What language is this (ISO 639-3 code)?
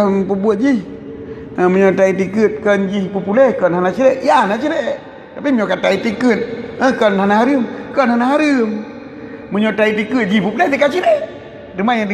ace